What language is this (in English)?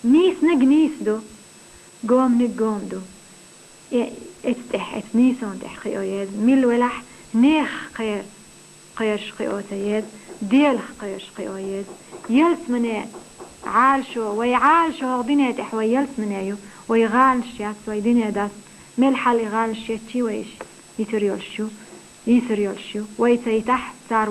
Chechen